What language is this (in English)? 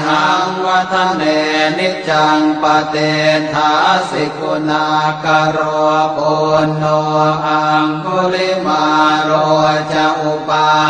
Pali